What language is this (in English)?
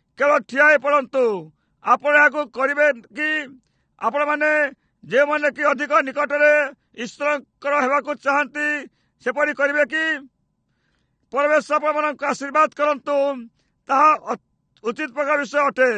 Odia